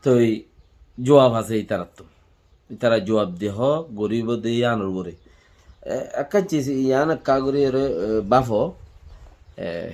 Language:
Rohingya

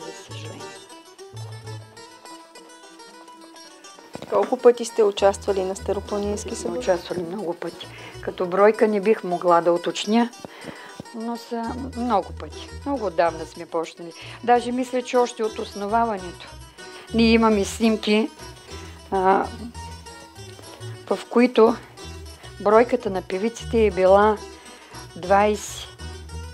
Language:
Bulgarian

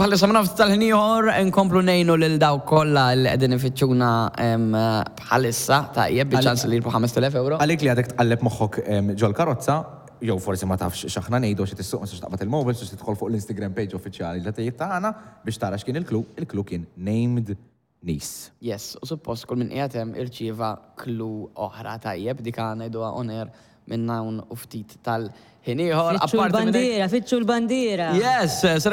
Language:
Maltese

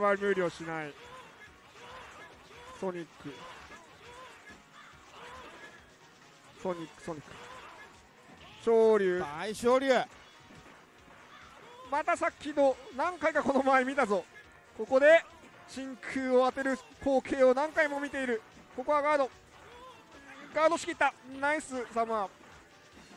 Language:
Japanese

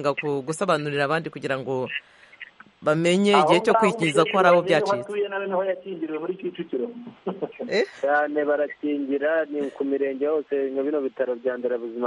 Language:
Kinyarwanda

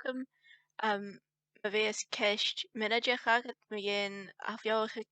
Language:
Scottish Gaelic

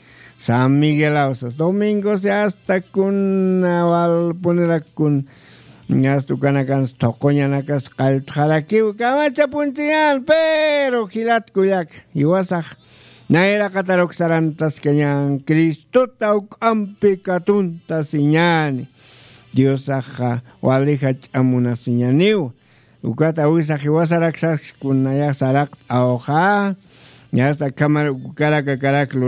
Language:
Aymara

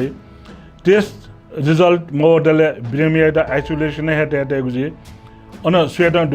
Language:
Newari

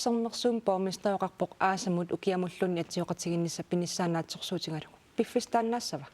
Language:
Kalaallisut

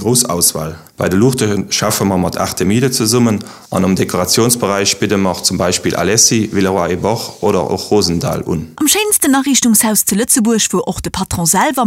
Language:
Luxembourgish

